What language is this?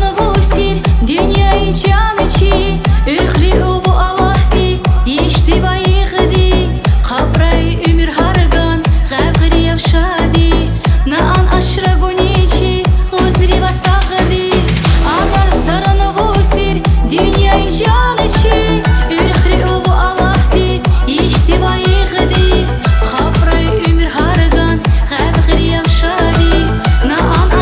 Tabassaran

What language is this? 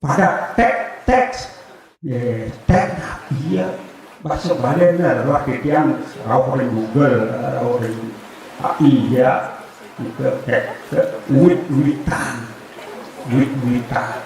Balinese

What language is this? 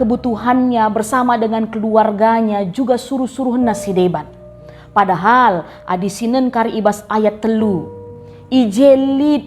Batak Karo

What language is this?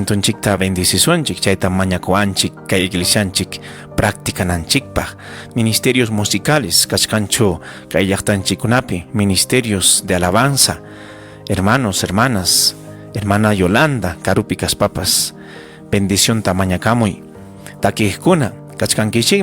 Ayacucho Quechua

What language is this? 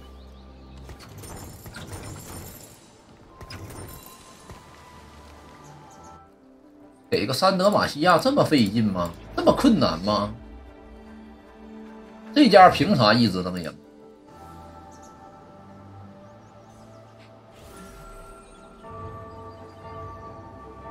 Chinese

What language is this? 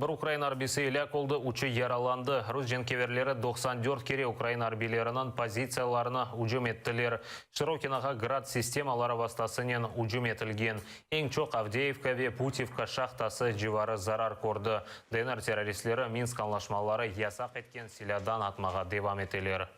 Crimean Tatar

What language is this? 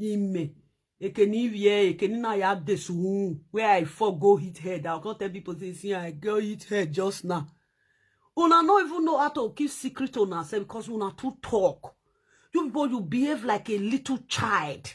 Nigerian Pidgin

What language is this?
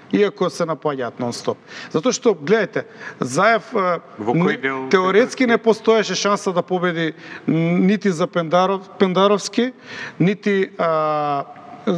Macedonian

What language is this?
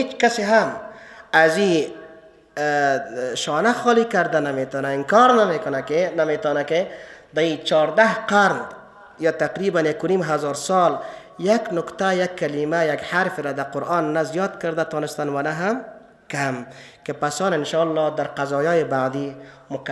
Persian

